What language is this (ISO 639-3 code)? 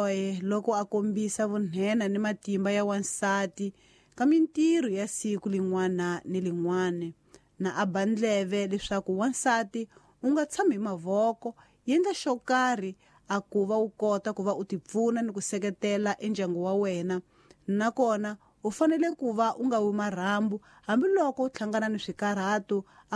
tso